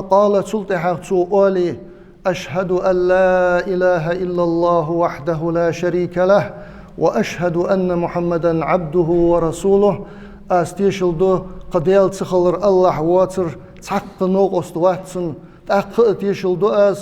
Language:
Ingush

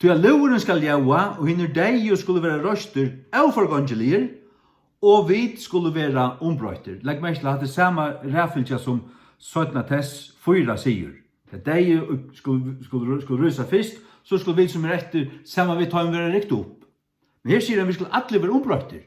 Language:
Faroese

